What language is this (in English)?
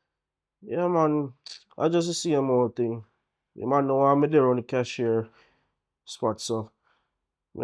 Jamaican Creole English